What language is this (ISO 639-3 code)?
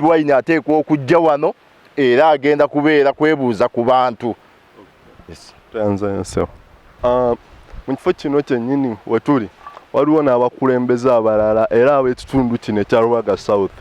lug